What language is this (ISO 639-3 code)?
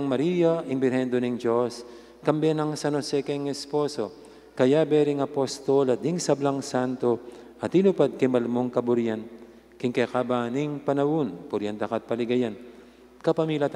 pam